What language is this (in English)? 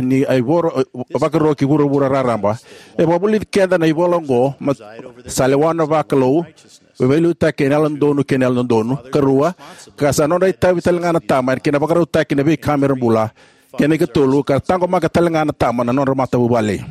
Fijian